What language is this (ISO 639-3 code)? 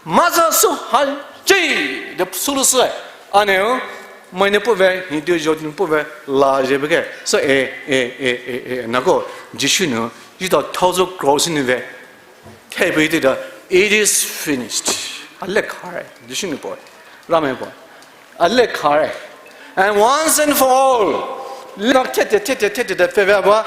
pmx